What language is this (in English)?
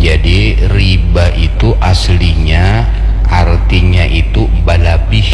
Banjar